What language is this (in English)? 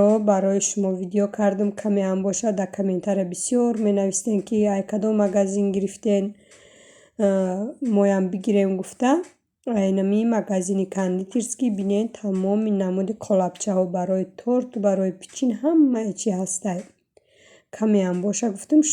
Tajik